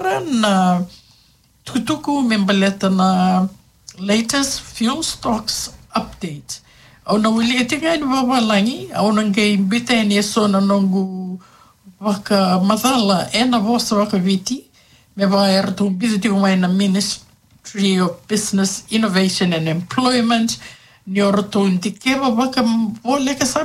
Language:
Fijian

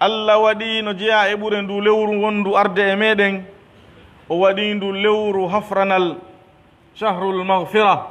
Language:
Pular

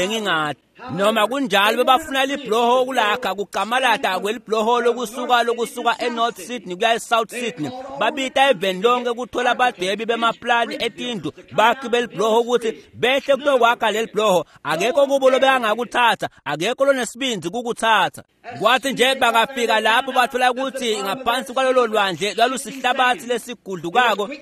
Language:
Swati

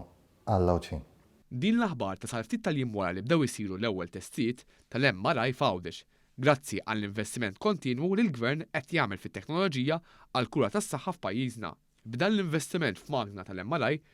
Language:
Maltese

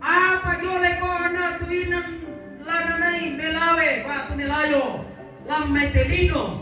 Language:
Toraja-Sa'dan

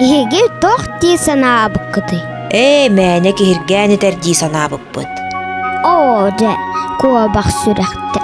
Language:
Yakut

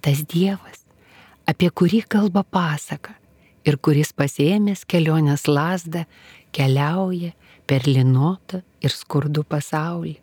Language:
Lithuanian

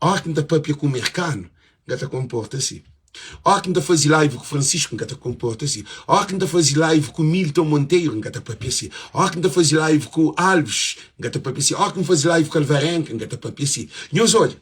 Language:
Kabuverdianu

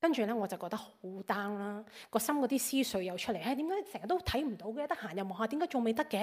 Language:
Cantonese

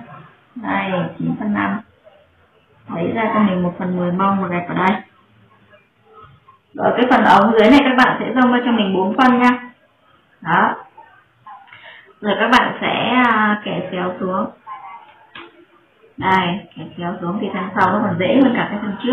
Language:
Vietnamese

